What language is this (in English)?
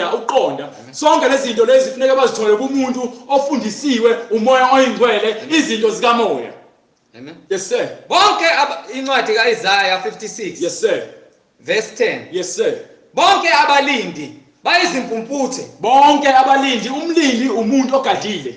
Zulu